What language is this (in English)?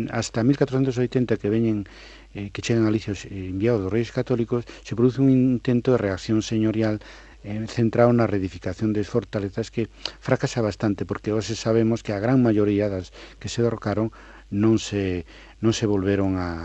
Galician